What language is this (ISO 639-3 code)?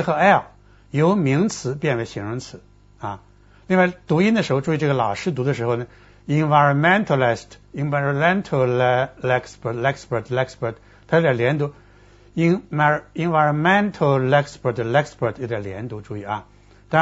zho